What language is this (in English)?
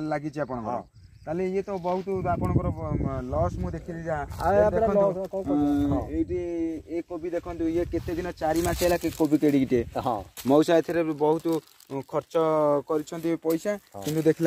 Odia